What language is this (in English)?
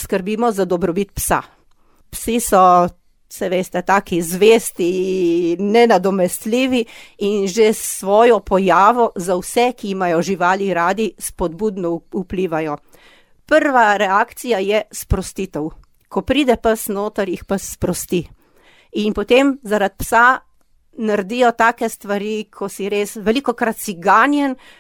Slovenian